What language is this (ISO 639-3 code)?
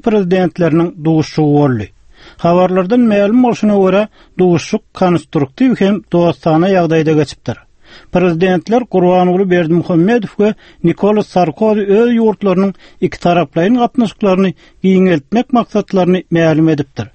tuk